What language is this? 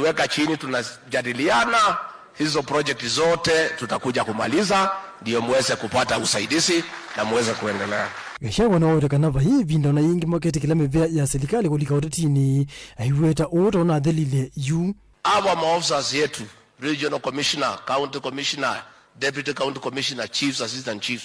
Kamba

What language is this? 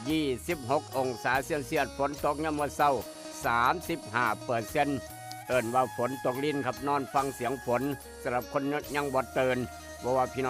Northeastern Thai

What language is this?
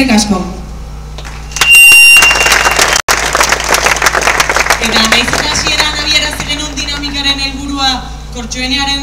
Basque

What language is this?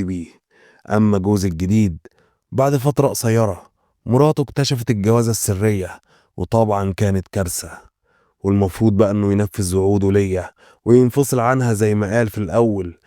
Egyptian Arabic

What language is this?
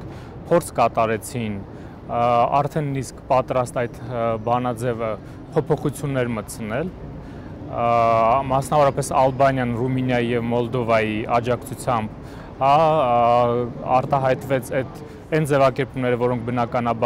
Armenian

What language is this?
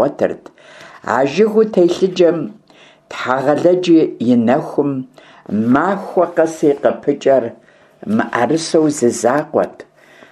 Kabardian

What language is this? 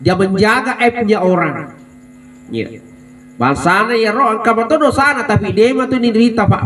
Buginese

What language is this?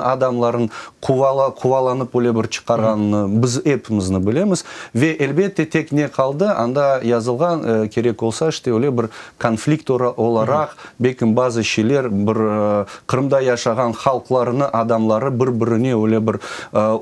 Crimean Tatar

